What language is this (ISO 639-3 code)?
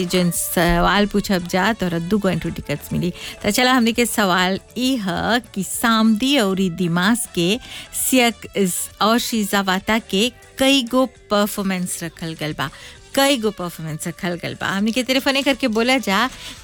bho